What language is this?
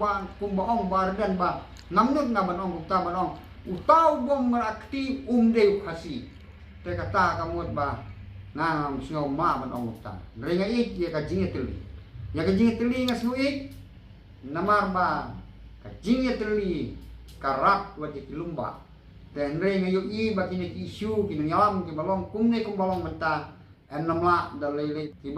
Khasi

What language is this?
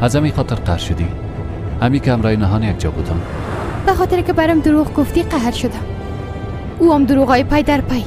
Persian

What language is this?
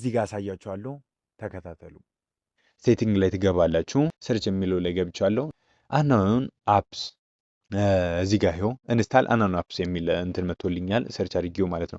Amharic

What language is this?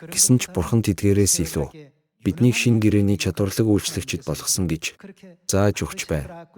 Mongolian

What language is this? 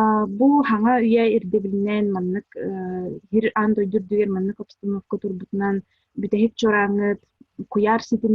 Yakut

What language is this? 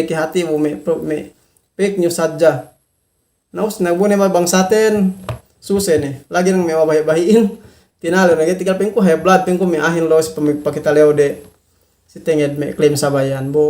Yakan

